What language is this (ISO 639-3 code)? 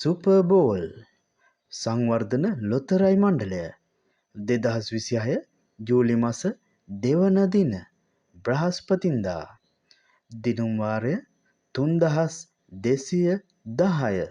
sin